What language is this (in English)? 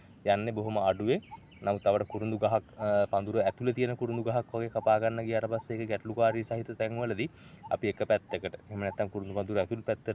Sinhala